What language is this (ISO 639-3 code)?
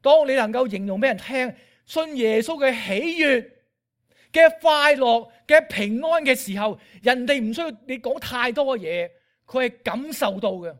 yue